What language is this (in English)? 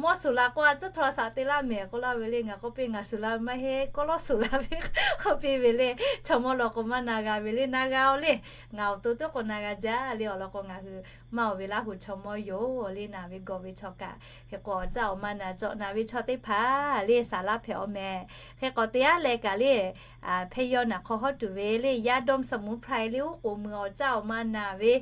Lahu